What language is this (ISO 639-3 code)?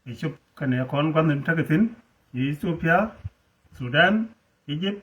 nus